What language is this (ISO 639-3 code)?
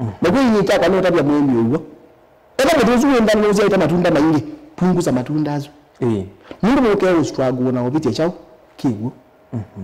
kam